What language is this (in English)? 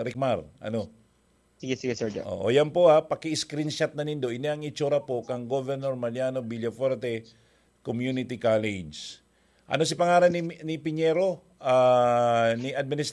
Bikol